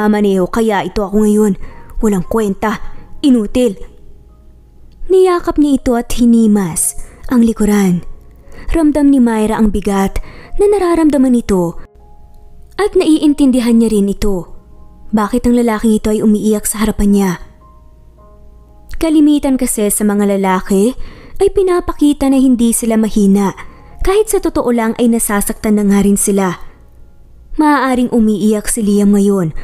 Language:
Filipino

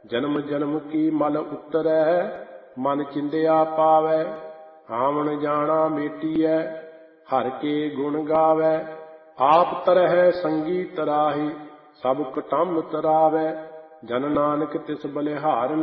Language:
Punjabi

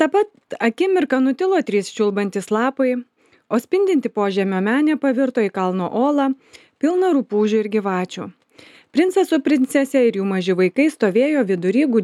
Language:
Lithuanian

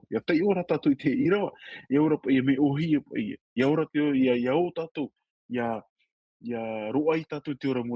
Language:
Tahitian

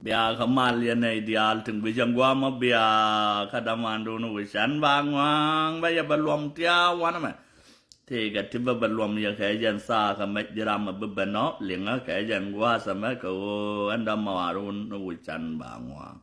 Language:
Nuer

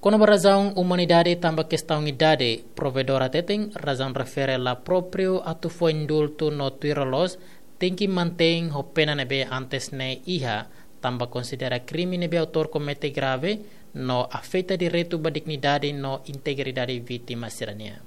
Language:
Tetum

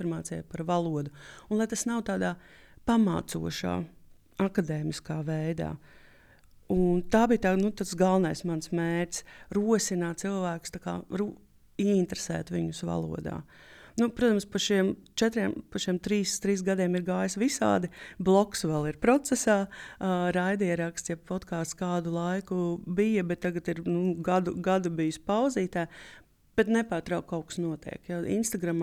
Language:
Latvian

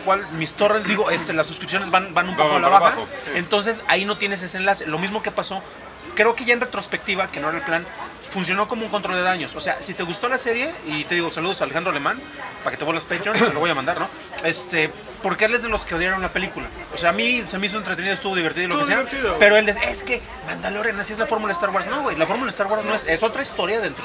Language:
Spanish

